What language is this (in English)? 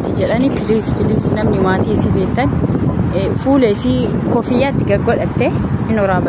Oromo